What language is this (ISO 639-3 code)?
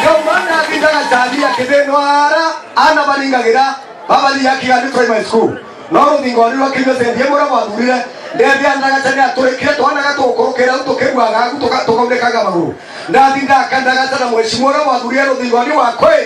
mer